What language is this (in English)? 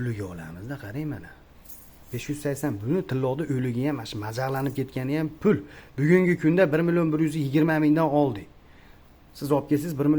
Uzbek